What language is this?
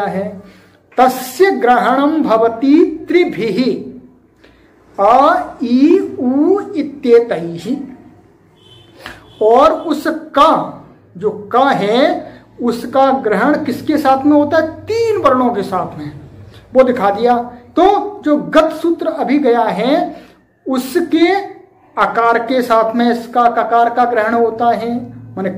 Hindi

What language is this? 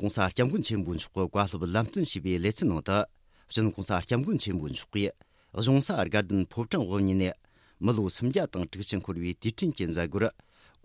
Tibetan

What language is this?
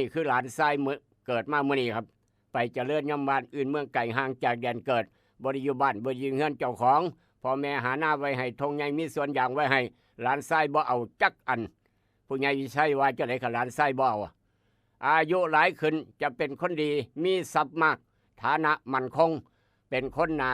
Northeastern Thai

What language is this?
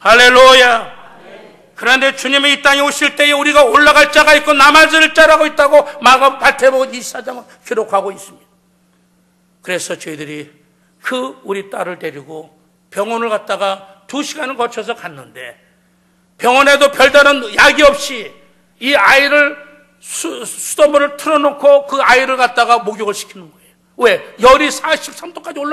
Korean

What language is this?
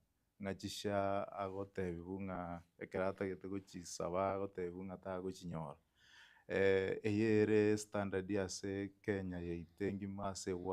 Gusii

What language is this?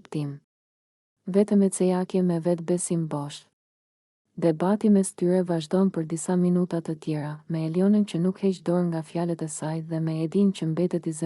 Albanian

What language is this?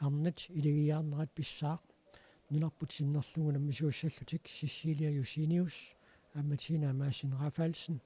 Kalaallisut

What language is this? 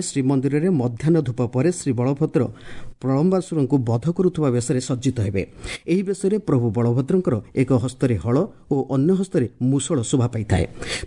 Odia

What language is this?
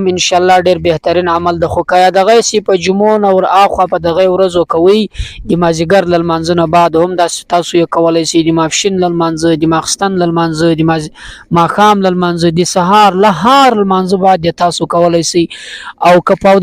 Pashto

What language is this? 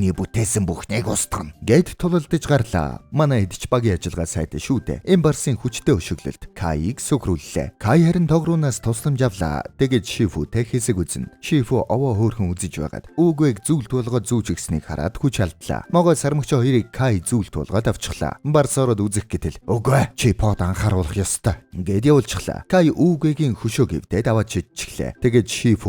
Mongolian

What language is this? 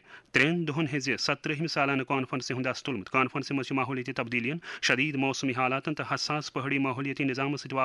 Kashmiri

